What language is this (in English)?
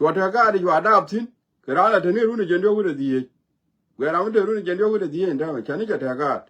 Nuer